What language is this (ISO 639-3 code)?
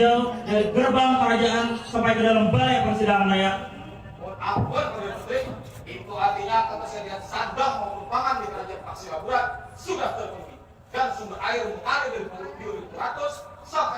bjn